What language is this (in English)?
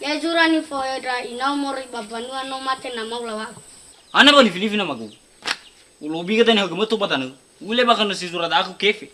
Nias